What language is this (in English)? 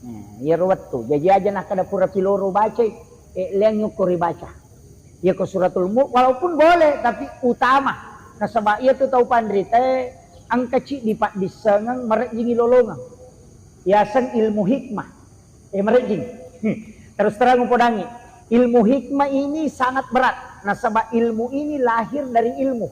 Buginese